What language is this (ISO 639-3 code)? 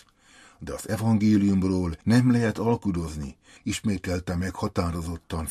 hun